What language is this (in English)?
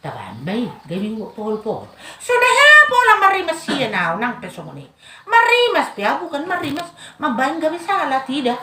Batak Toba